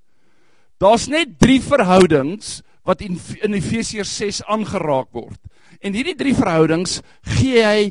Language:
Afrikaans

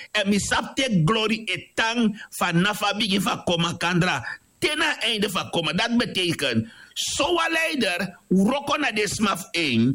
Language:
Sranan Tongo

